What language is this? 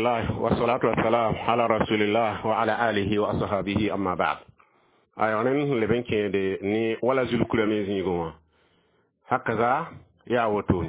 Mossi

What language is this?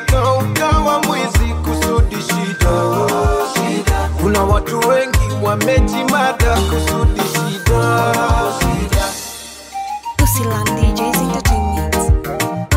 Swahili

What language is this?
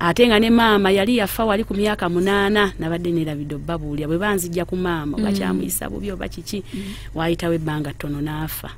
Ganda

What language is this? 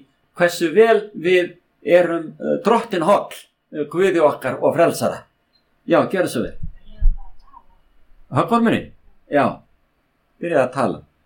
Icelandic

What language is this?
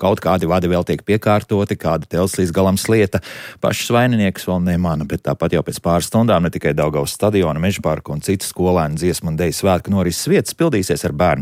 Latvian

